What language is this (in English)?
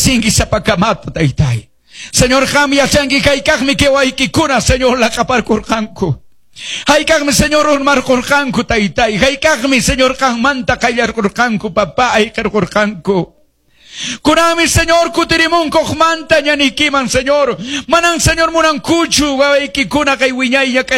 Quechua